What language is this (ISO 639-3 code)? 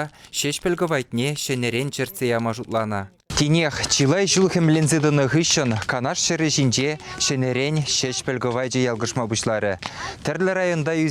chv